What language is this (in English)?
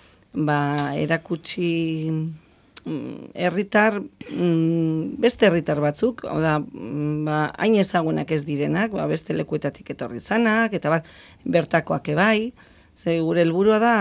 Basque